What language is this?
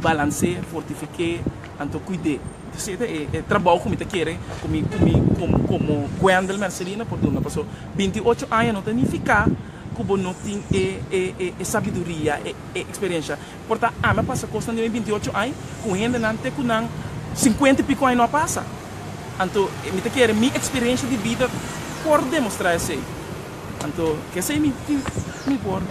Papiamento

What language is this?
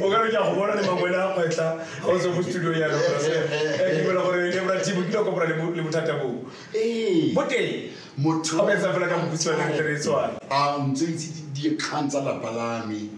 Tswana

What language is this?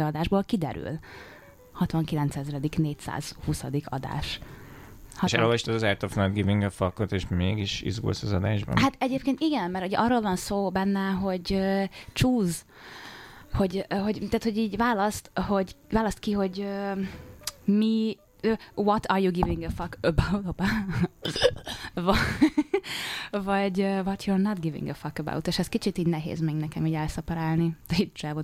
Hungarian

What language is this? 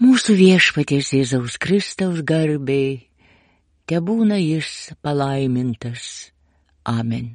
Lithuanian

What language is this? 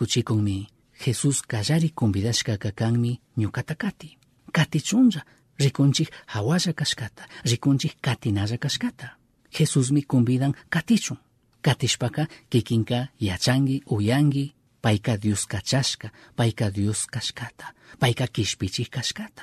Chimborazo Highland Quichua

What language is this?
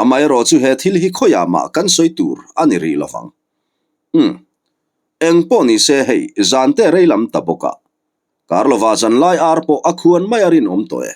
Mizo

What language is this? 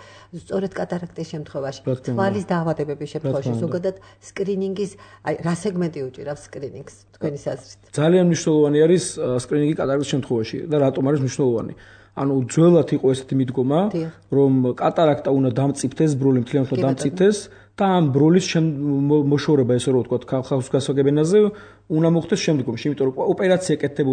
Georgian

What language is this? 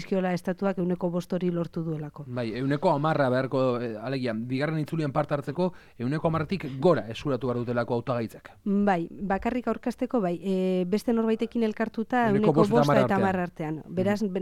Basque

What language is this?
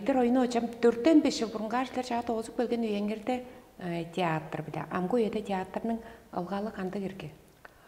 Tuvinian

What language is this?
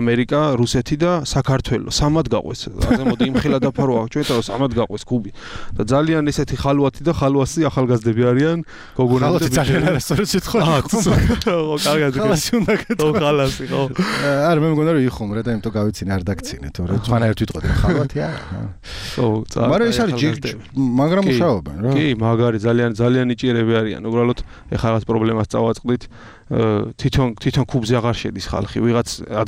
Georgian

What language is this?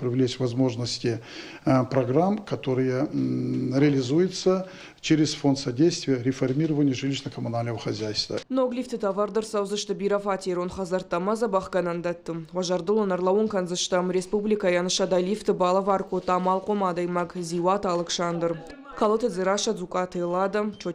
Ossetic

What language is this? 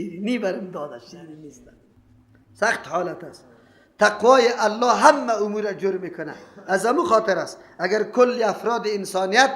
Persian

